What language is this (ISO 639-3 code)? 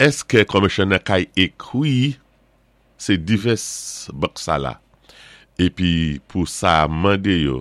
acf